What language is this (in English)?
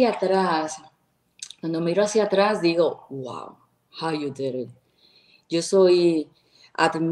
Spanish